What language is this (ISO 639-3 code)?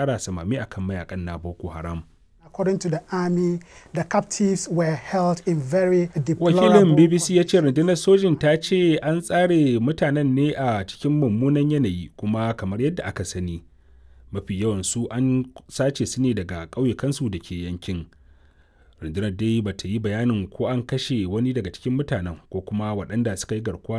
hau